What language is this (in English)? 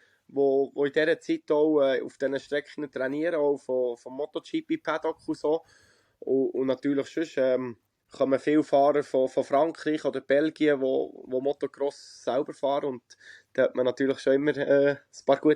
Swiss German